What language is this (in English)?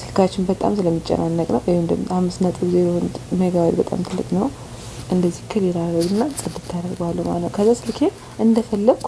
Amharic